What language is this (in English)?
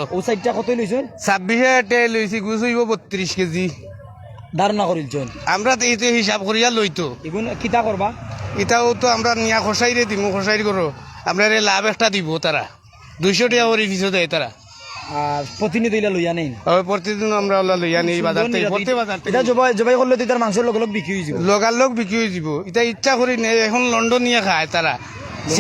Sylheti